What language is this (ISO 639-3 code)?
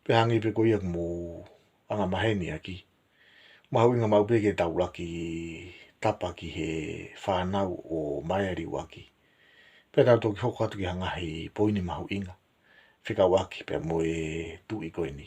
ton